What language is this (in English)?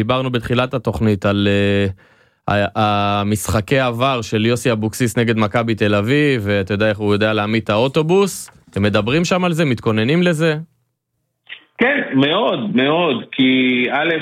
Hebrew